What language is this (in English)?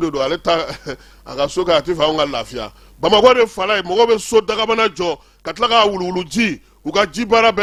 Bambara